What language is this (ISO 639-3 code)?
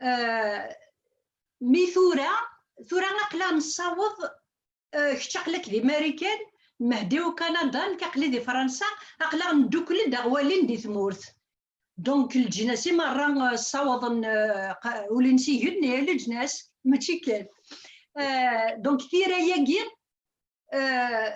kab